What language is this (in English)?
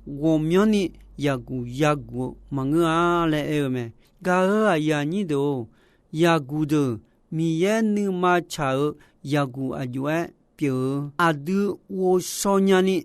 Akha